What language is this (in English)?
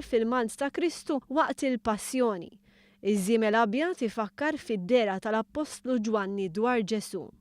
Maltese